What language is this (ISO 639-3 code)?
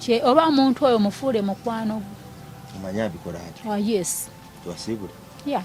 lug